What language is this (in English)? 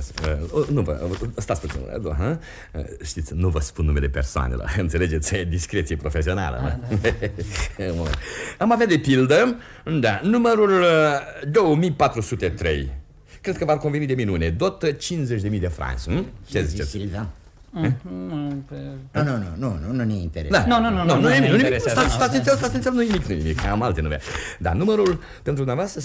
Romanian